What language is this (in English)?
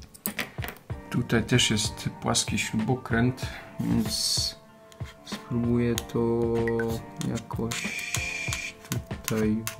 Polish